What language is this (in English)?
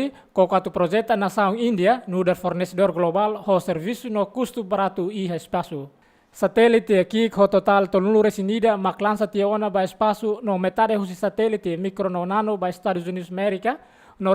Tetum